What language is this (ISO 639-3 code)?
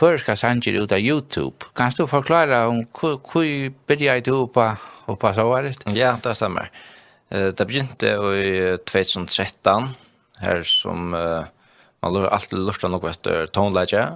fao